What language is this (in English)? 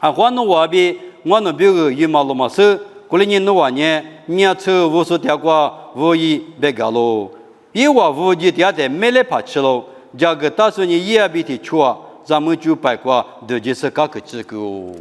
Lisu